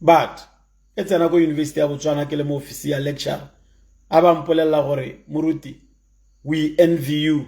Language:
Tswana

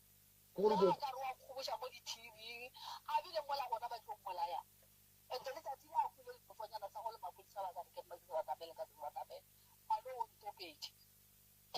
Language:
Northern Sotho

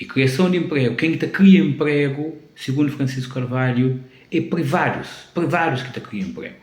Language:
Kabuverdianu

